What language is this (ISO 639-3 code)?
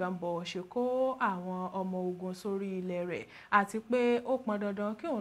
yor